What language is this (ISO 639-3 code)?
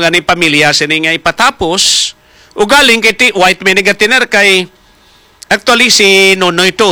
hil